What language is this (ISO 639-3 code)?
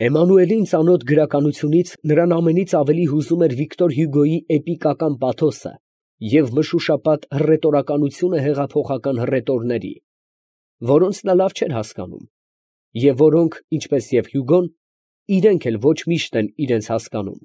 hye